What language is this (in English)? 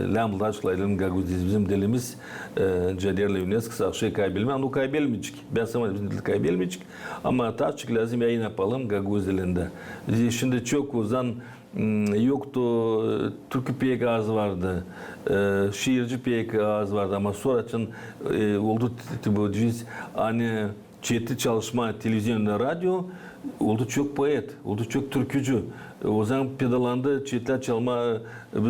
Gagauz